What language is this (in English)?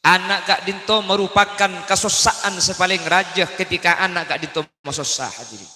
Madurese